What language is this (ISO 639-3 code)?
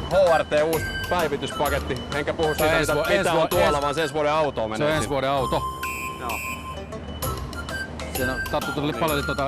fin